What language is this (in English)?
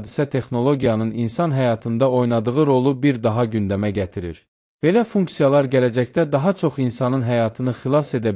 Azerbaijani